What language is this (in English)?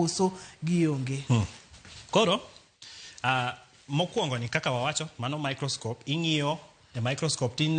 Luo (Kenya and Tanzania)